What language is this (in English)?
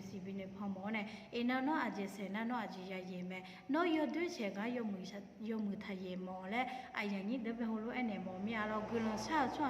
Akha